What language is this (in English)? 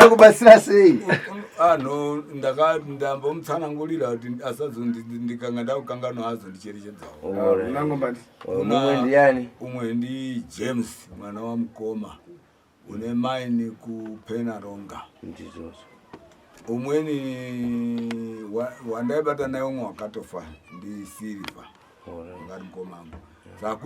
Shona